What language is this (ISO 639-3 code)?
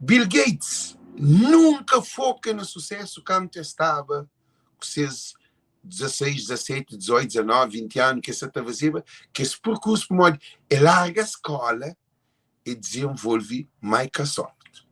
kea